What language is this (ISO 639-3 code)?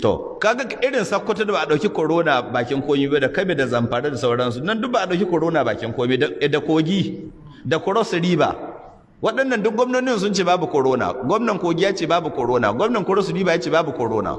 hau